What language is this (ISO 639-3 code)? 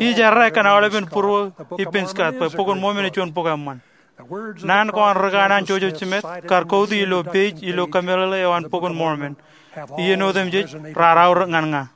mah